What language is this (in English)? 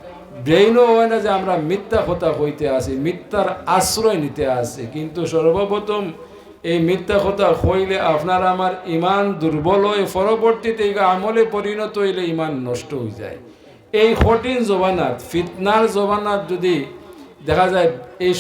Sylheti